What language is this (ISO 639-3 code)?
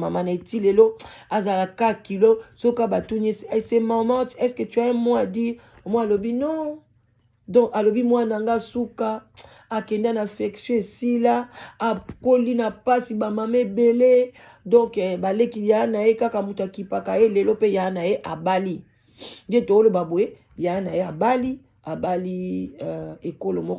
lin